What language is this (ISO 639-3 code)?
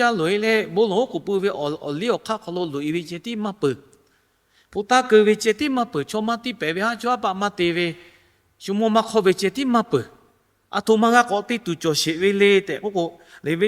lhu